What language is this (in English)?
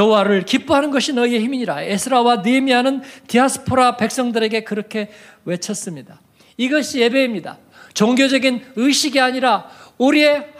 Korean